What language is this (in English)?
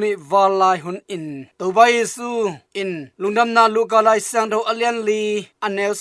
Tedim Chin